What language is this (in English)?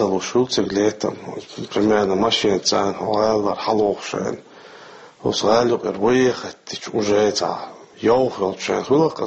Chechen